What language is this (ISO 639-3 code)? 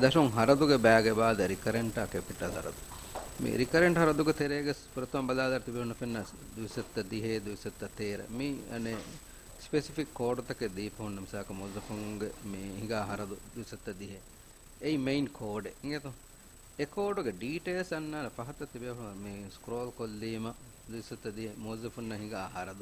div